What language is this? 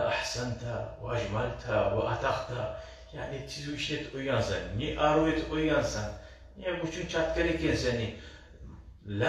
Kumyk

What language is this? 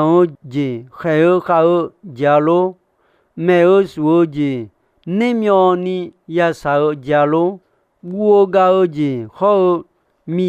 Akha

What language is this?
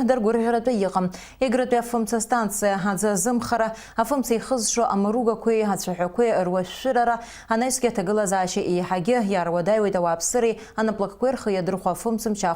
Abkhazian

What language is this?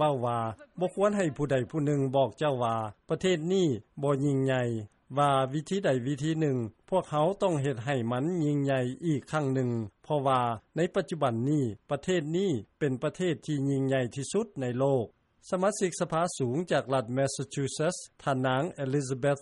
Lao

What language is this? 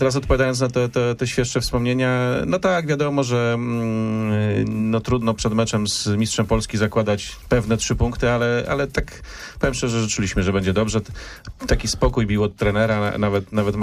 Polish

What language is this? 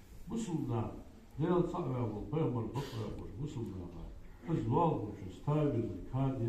Ingush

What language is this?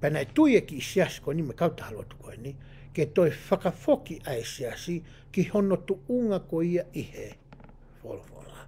Tongan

